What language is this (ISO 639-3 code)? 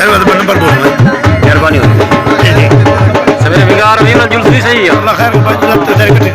skr